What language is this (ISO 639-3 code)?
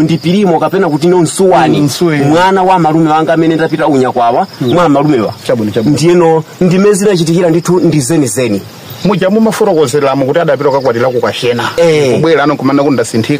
nya